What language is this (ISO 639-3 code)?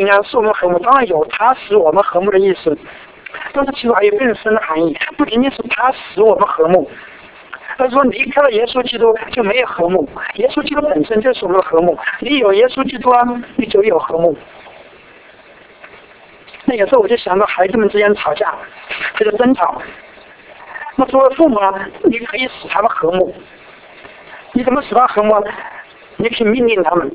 zho